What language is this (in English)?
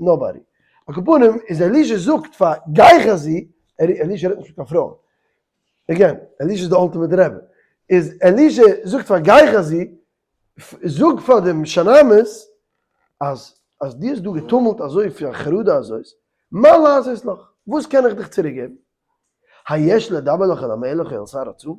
Yiddish